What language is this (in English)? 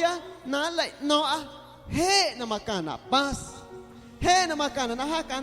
Guerrero Amuzgo